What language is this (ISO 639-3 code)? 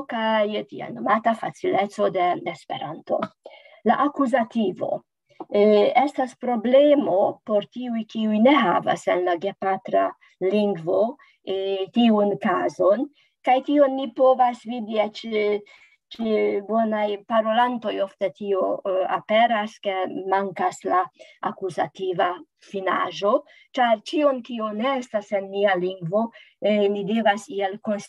epo